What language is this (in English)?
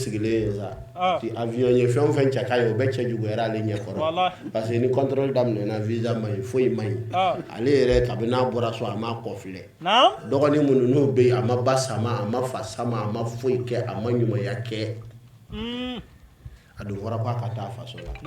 Bambara